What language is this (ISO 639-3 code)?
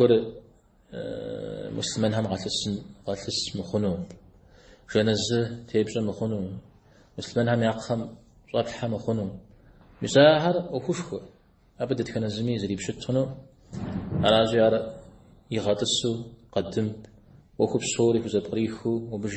kbd